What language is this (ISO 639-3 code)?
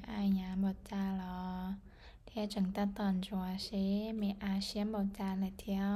hmn